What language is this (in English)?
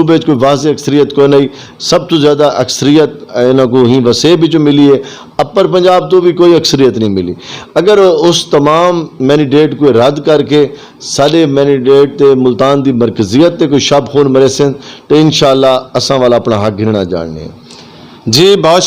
Saraiki